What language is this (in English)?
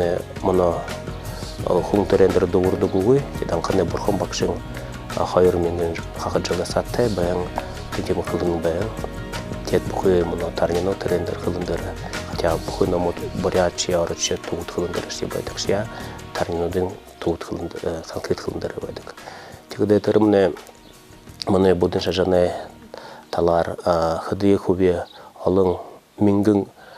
Buriat